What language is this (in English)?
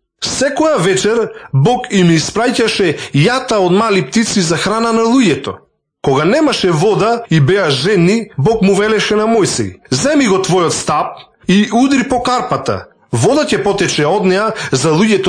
Macedonian